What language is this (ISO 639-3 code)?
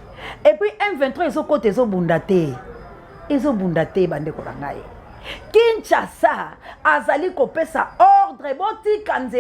lin